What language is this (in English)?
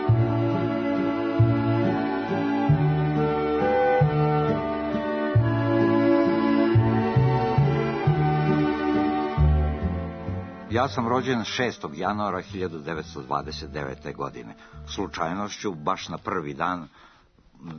Serbian